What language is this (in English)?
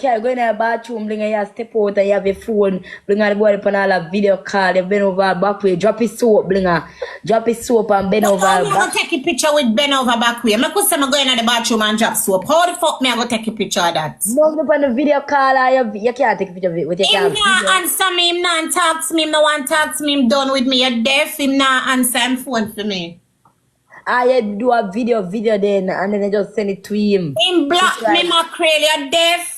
Jamaican Creole English